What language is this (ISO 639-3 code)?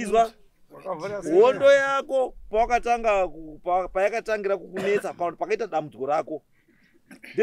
sna